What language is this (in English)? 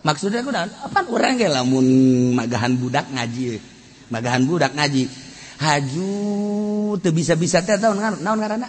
Sundanese